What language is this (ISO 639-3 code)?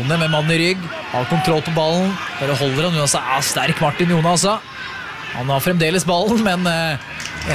nor